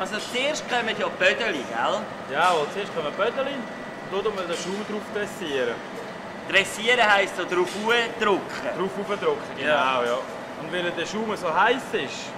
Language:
Swiss German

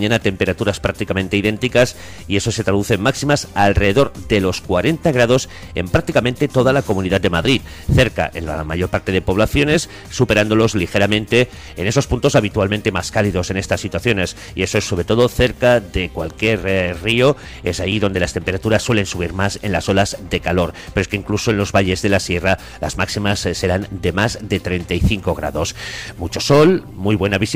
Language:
Spanish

